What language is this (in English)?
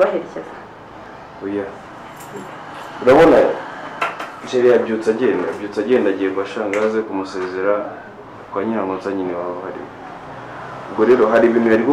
Kinyarwanda